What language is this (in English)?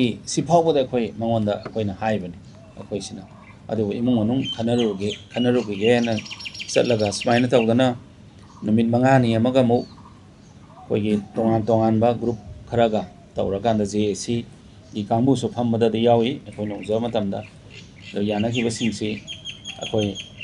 Manipuri